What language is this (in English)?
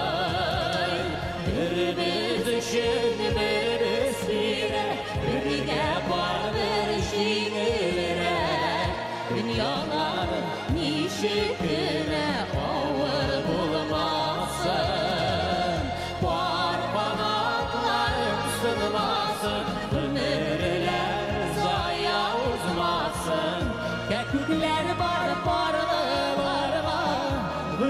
Bashkir